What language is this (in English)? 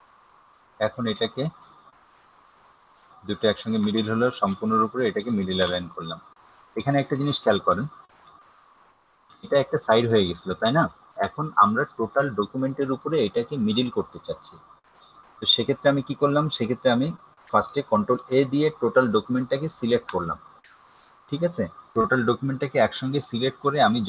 Bangla